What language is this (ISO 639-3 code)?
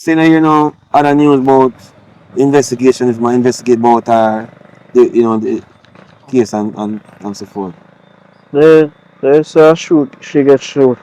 jam